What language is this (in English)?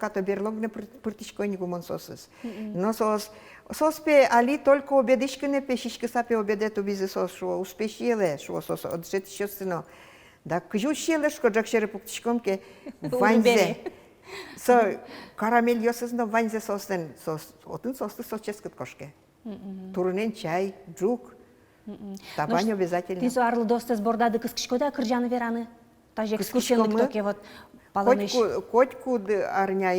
Udmurt